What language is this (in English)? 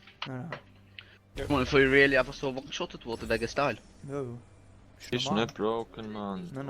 Swiss German